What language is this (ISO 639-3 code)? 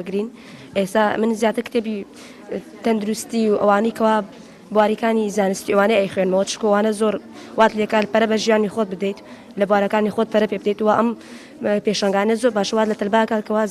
ckb